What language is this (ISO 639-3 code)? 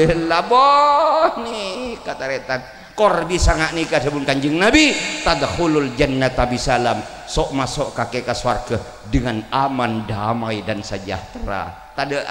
mad